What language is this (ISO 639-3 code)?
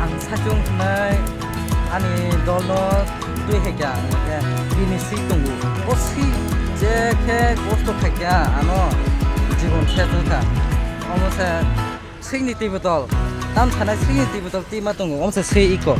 trp